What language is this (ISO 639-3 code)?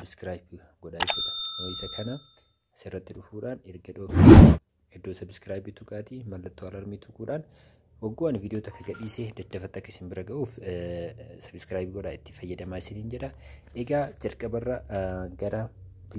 orm